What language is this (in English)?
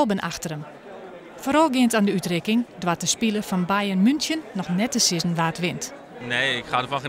Western Frisian